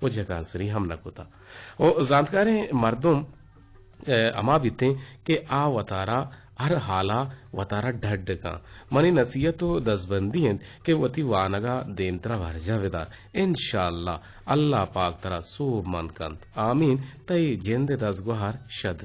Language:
Eastern Balochi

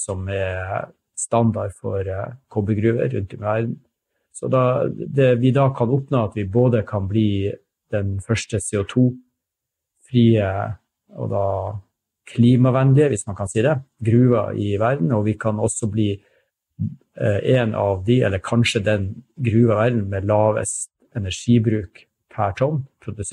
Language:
Norwegian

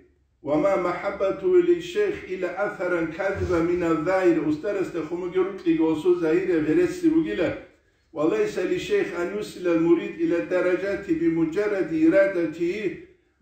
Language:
Avaric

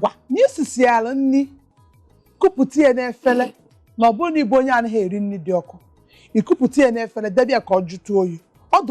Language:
Igbo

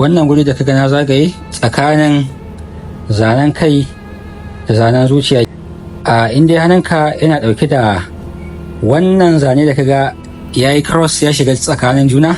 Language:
Hausa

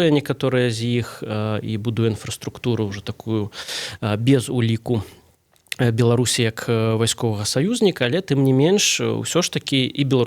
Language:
Belarusian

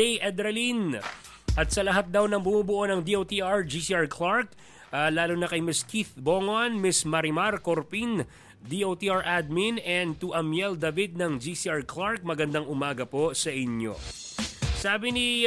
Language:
Filipino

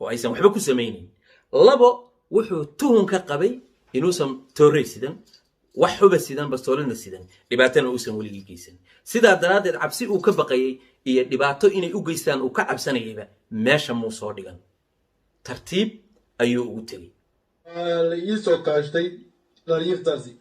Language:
Somali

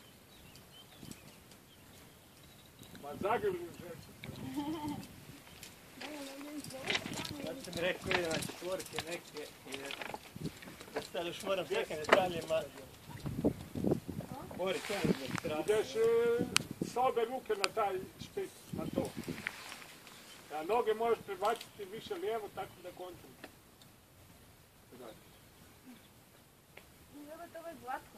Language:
Croatian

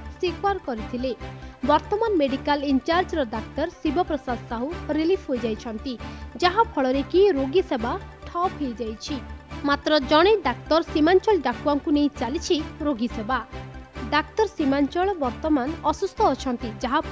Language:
Odia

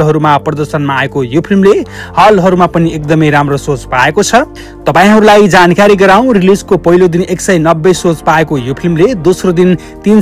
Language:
Nepali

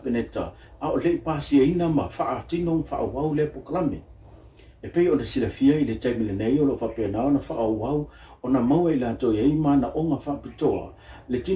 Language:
Samoan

